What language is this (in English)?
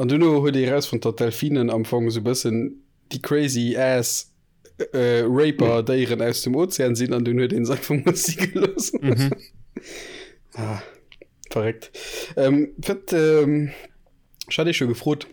Luxembourgish